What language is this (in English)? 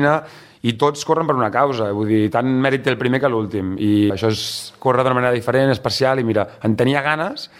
Catalan